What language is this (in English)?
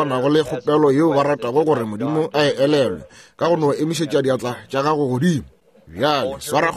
Northern Sotho